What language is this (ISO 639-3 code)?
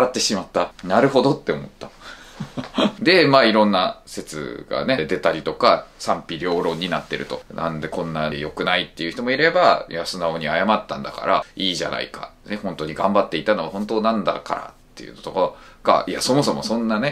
jpn